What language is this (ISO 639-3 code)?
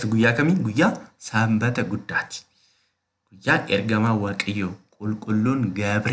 orm